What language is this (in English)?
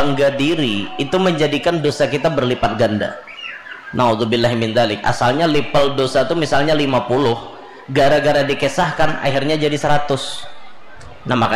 Banjar